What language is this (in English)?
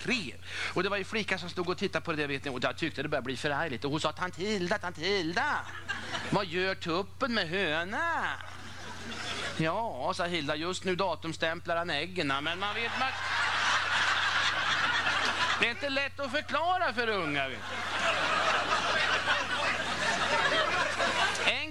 Swedish